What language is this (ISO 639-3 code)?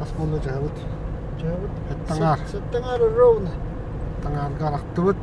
sah